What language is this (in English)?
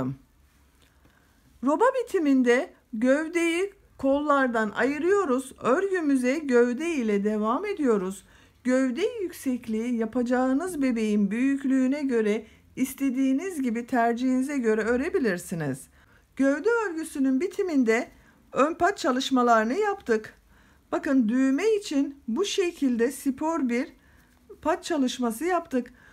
Turkish